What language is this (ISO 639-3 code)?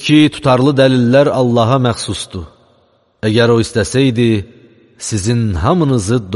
aze